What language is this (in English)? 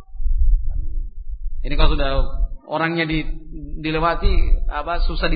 Indonesian